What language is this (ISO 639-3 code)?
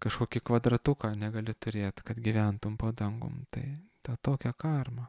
lit